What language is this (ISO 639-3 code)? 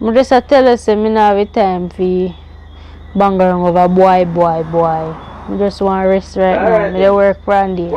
jam